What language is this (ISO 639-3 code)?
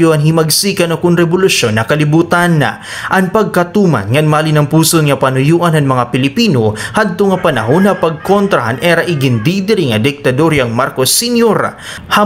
war